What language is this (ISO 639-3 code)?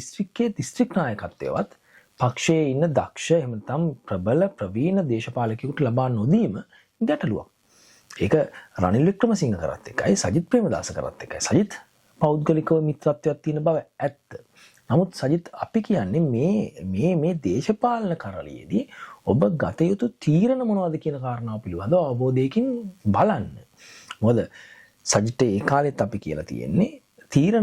sin